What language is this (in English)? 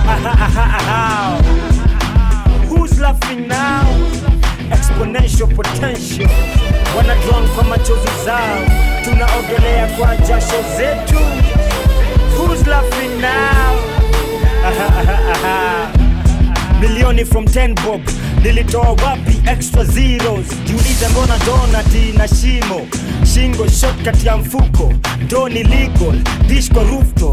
Swahili